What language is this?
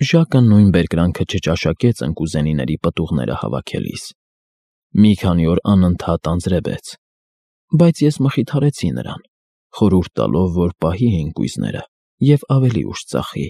Armenian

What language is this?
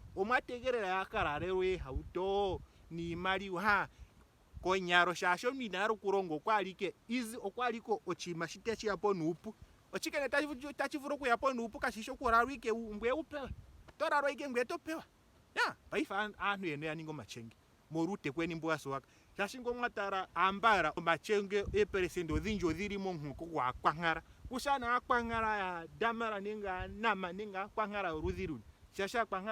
Ndonga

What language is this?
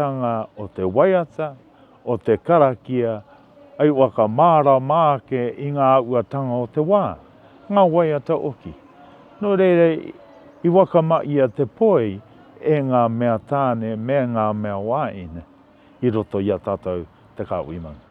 Māori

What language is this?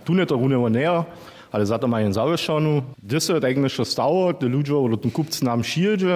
Upper Sorbian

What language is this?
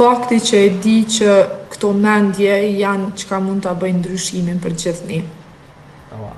Albanian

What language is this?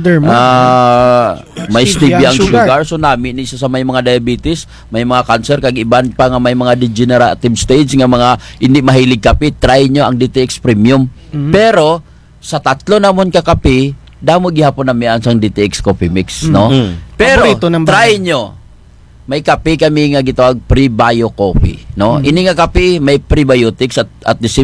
Kinaray-a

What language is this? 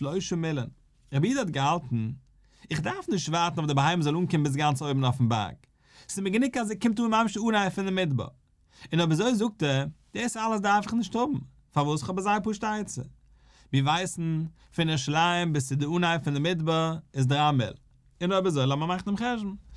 Yiddish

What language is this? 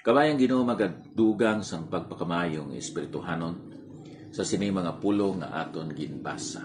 Hiligaynon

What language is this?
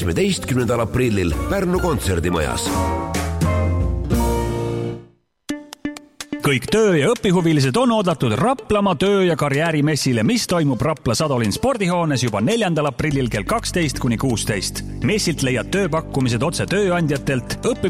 Estonian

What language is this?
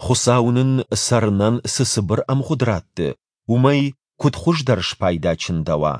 Ossetic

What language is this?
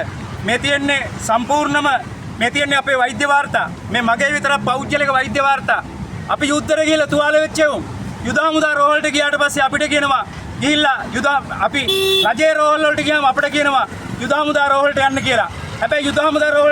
Sinhala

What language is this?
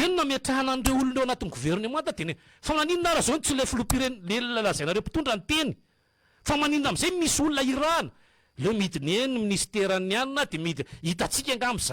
Malagasy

